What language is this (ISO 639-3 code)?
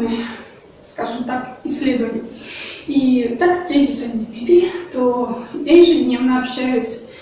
rus